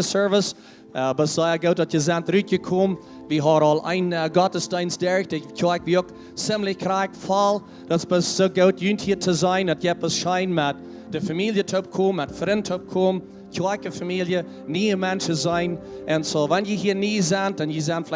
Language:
Plautdietsch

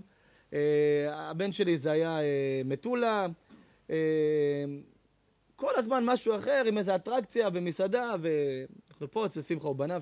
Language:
Hebrew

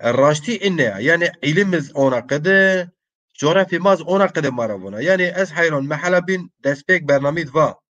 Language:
Zaza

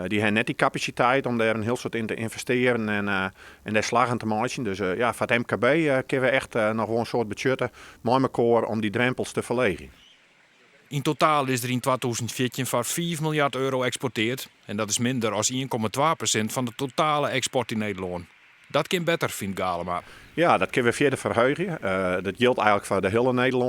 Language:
Western Frisian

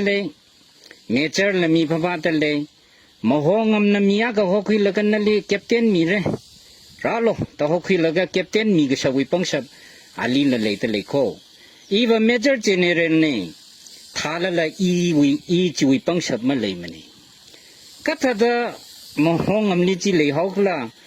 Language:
Tangkhul Naga (India)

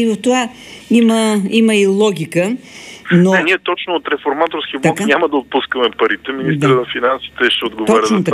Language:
Bulgarian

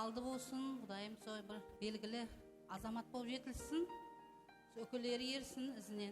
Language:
Kara-Kalpak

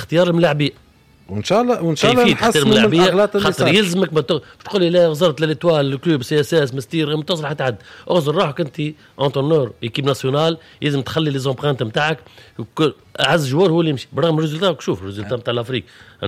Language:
Tunisian Arabic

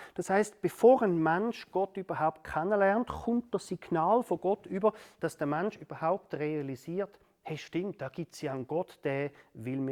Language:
Swiss German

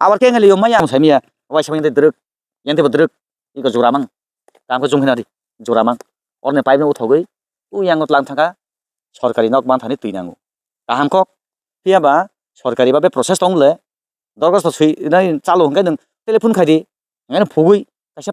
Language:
Kok Borok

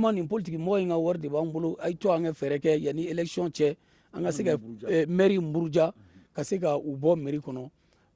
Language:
Bambara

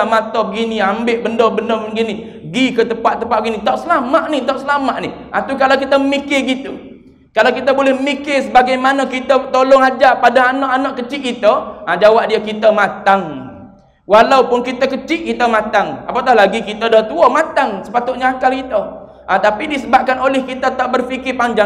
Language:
Malay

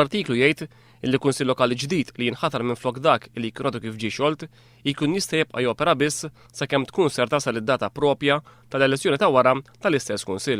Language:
Maltese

